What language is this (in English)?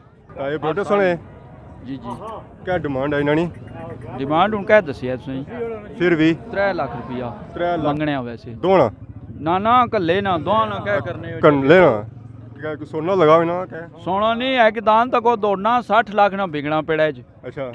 Pahari-Potwari